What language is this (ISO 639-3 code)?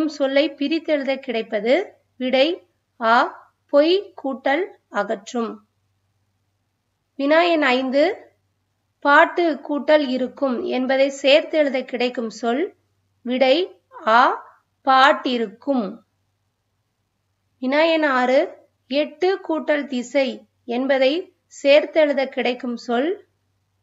tam